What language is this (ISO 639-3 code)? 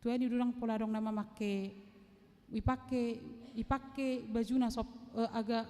bbc